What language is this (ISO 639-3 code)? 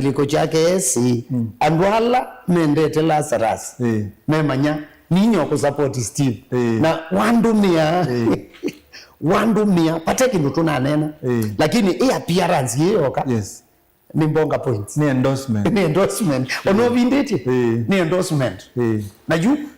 kam